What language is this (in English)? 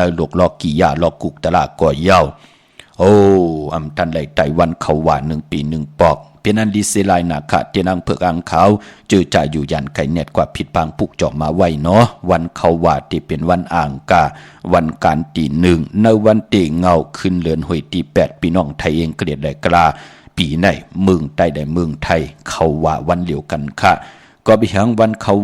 Shan